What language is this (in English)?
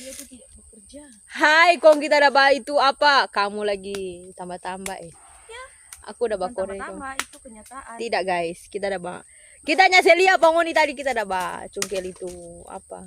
Manado Malay